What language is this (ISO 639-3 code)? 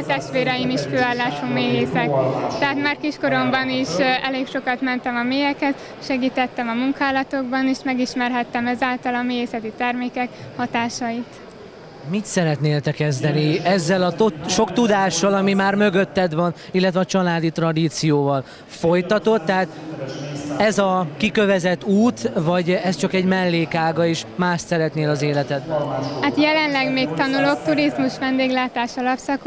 hun